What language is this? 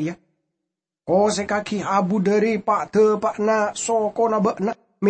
Madurese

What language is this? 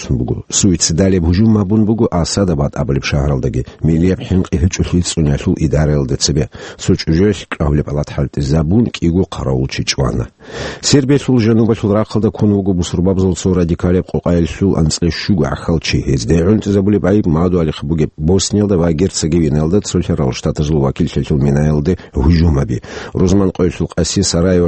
Avaric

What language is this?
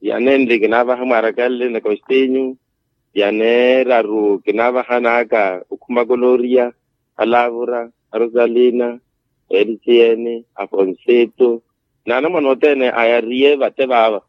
Makhuwa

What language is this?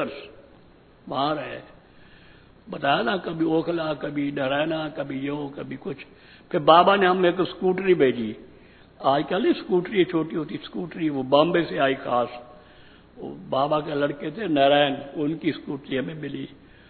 Hindi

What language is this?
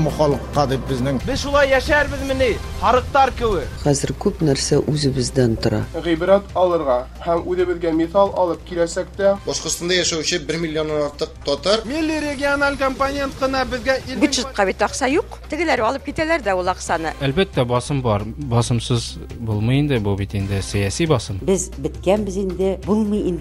Tatar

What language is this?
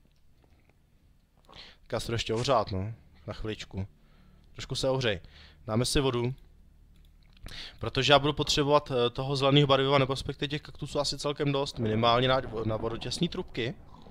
Czech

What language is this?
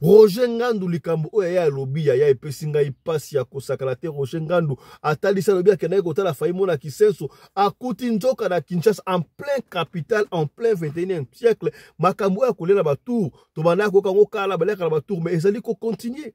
Lingala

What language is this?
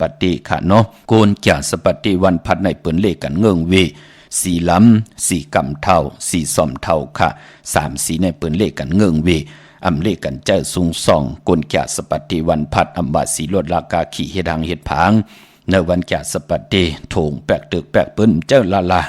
Shan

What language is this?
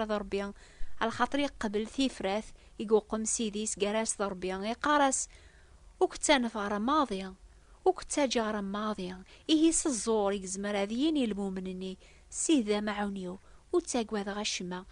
Kabyle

